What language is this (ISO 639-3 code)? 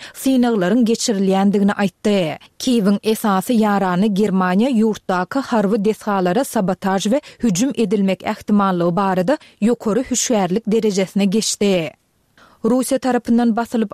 tuk